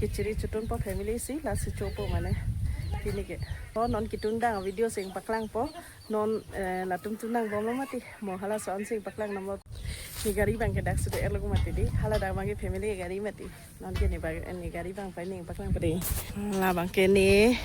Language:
Karbi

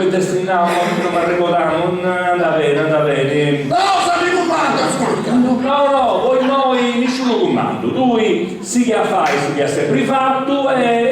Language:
Sardinian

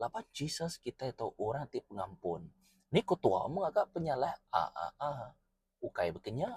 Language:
Iban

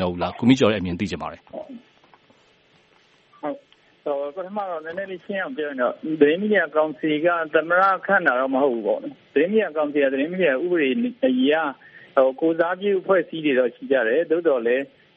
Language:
Burmese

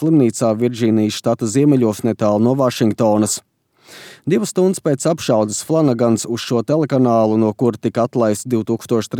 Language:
Latvian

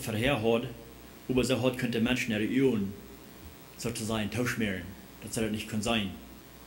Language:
Plautdietsch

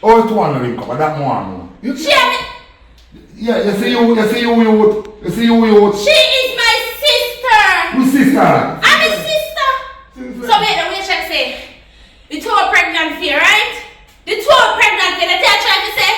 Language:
Jamaican Creole English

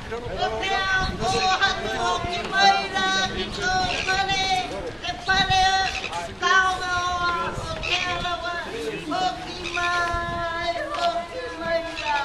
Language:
Māori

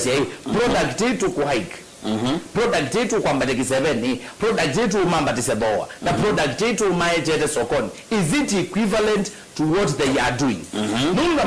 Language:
Kamba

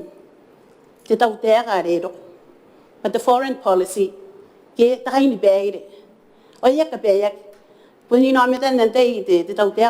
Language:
Gilbertese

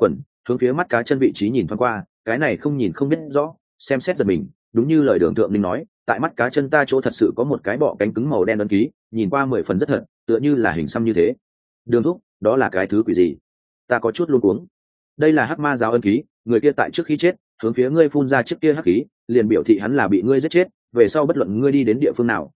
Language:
Vietnamese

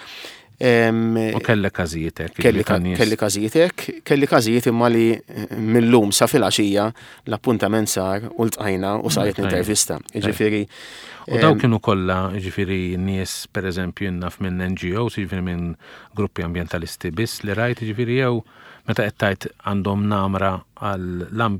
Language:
Maltese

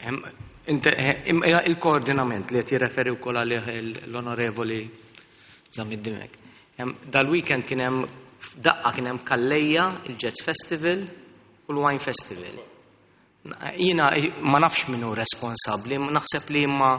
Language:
Maltese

